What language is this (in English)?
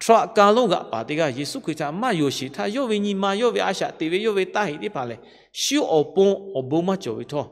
Lahu